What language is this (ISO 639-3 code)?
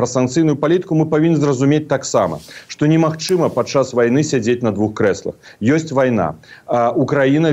bel